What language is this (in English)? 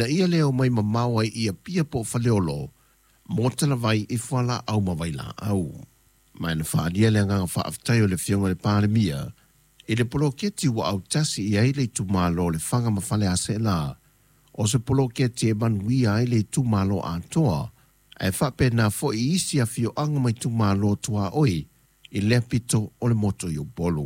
Samoan